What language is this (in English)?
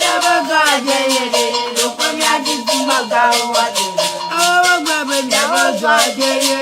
Ewe